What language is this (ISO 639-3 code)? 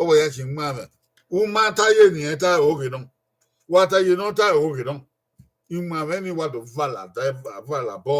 bin